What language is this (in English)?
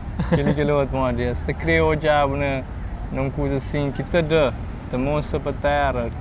Kabuverdianu